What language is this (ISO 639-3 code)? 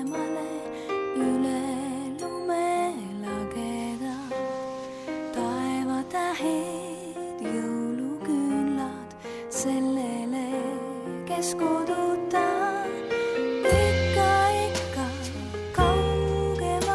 est